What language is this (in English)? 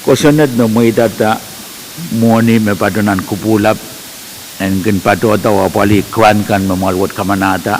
Pohnpeian